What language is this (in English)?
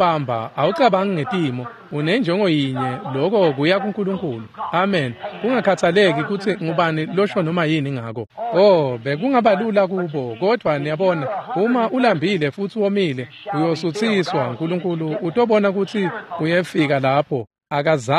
Swati